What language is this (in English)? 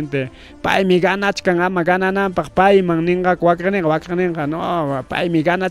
Ayacucho Quechua